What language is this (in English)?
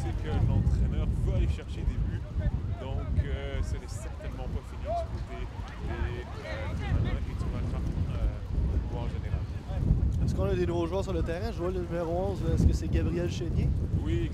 French